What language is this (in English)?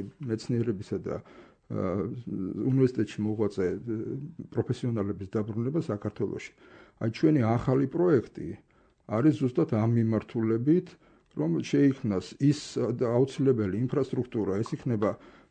Georgian